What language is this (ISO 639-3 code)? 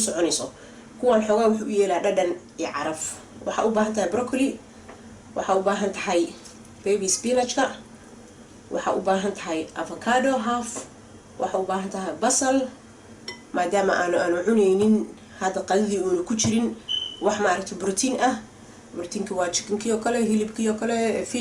som